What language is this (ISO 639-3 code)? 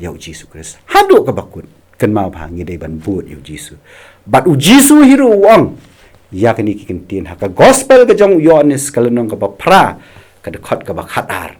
kha